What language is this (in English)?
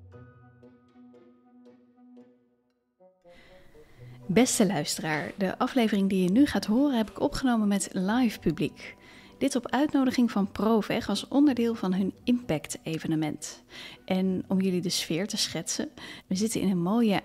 Dutch